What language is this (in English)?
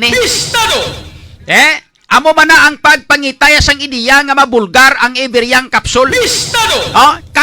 Hiligaynon